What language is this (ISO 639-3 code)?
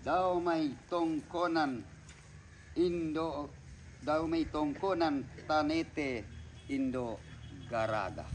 sda